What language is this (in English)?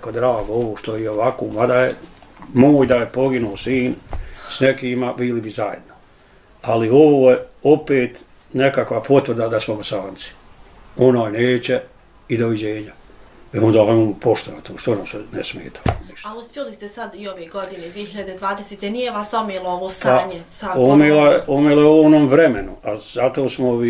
Bosnian